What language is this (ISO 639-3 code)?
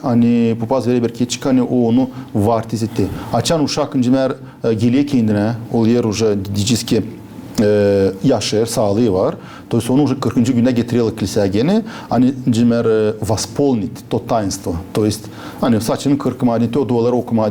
gag